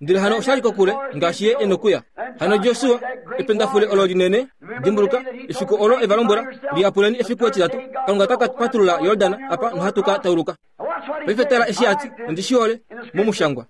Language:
Kuanyama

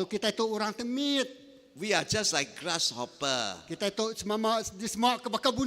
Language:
Iban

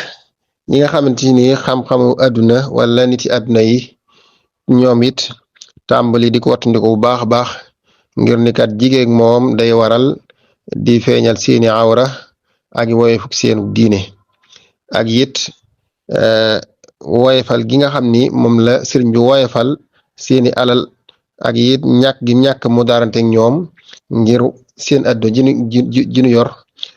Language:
Wolof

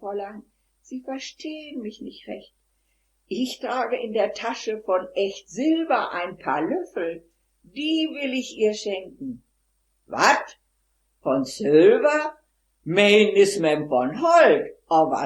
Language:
Westphalien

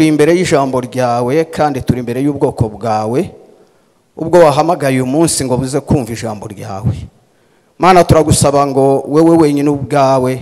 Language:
Kinyarwanda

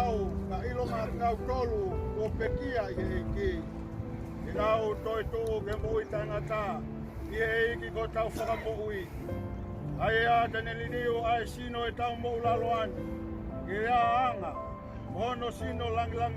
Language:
Tongan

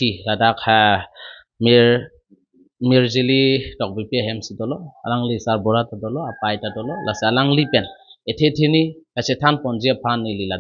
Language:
Karbi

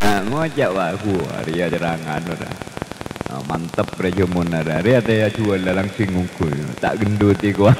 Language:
Madurese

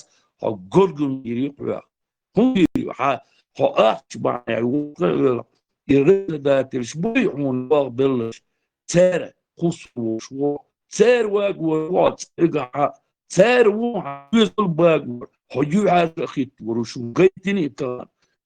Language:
Chechen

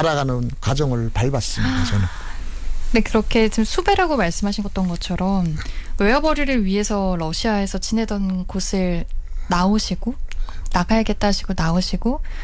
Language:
Korean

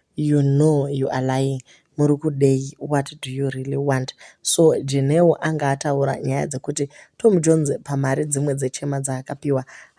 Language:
Shona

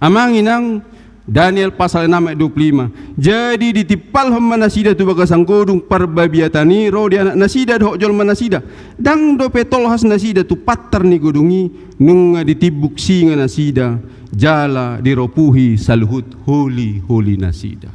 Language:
Batak Toba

